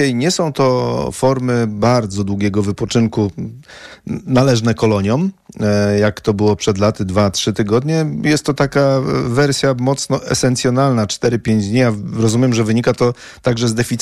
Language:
Polish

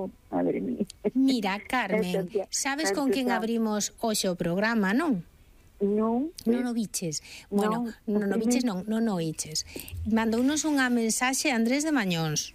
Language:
Galician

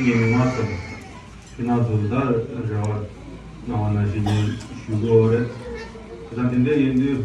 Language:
Tibetan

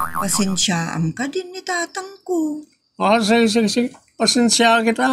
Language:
Iloko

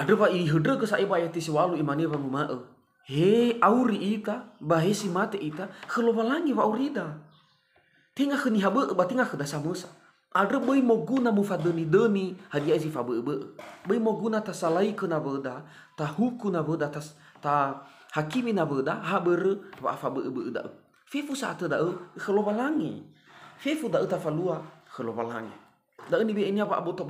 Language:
Nias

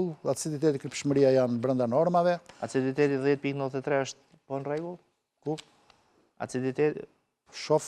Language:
Albanian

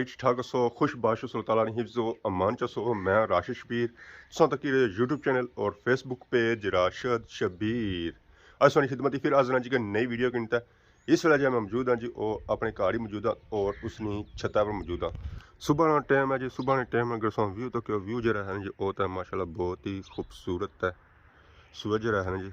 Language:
Pahari-Potwari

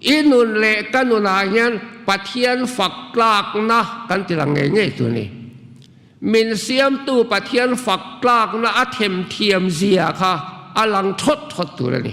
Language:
Mizo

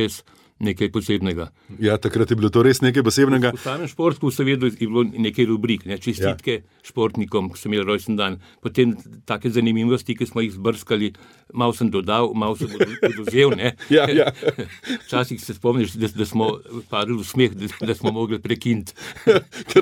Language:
Slovenian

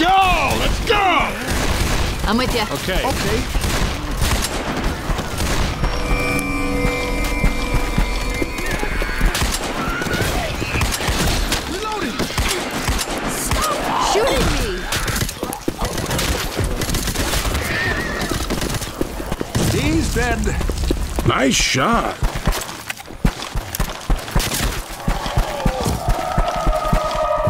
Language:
English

